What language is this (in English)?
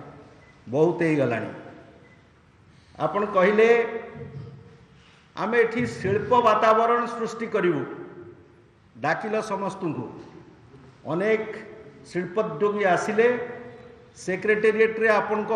Odia